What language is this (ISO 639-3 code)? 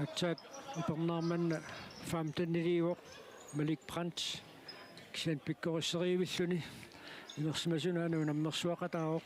kal